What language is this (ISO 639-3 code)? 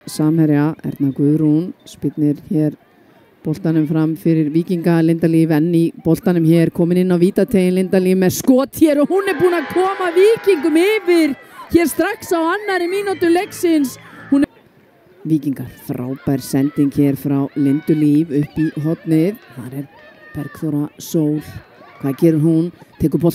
isl